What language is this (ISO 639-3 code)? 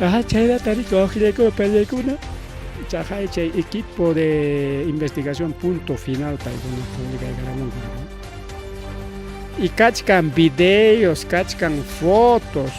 quy